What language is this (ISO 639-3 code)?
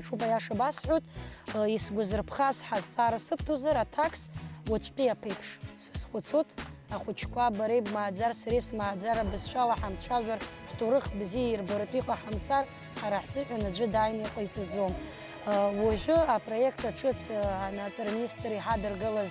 abk